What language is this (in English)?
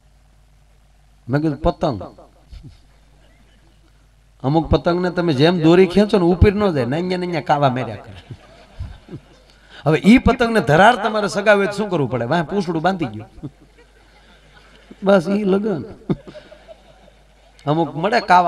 Gujarati